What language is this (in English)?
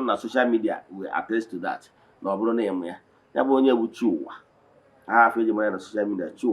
Igbo